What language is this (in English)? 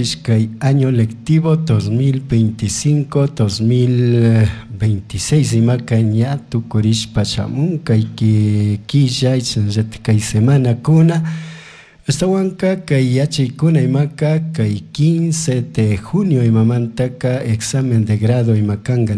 Chimborazo Highland Quichua